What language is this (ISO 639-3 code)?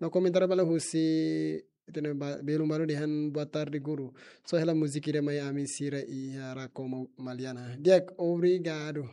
tet